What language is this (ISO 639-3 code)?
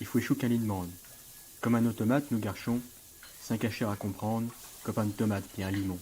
pcd